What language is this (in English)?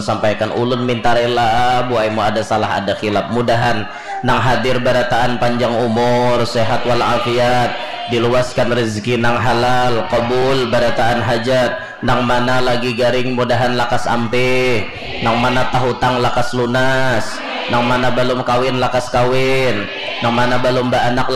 Banjar